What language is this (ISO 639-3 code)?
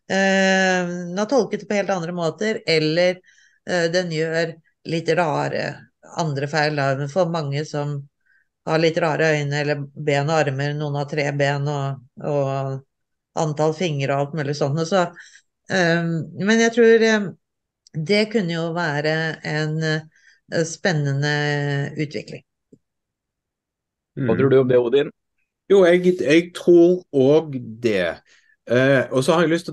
nor